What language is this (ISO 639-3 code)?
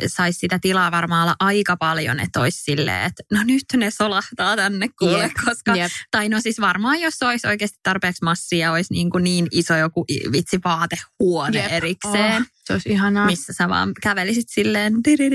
fin